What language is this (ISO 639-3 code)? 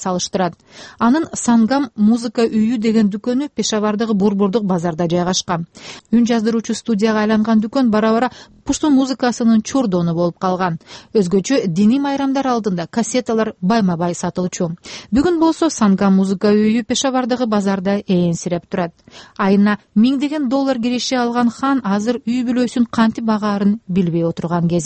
kir